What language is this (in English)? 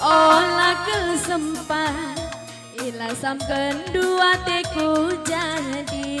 Batak Karo